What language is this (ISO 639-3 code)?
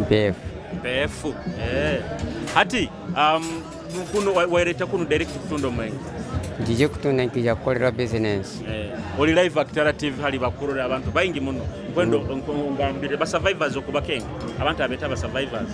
nyo